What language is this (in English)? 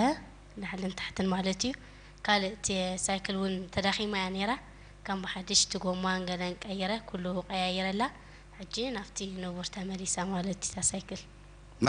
Tigrinya